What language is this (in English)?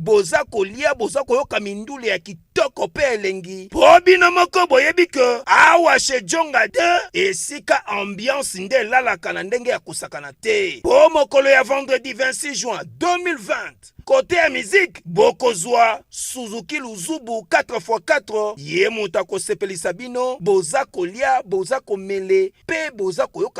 Lingala